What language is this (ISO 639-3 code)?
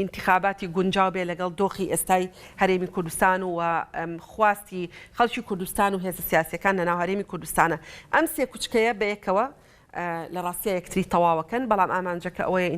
ckb